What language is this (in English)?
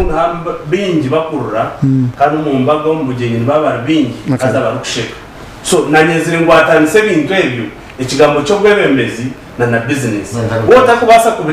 Nyankole